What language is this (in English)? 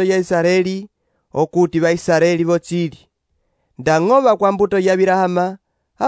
Umbundu